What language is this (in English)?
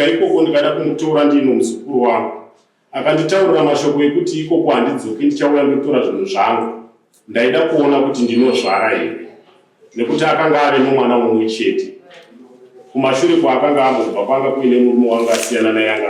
Shona